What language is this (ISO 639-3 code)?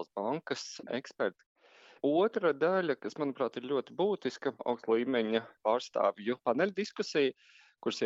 lav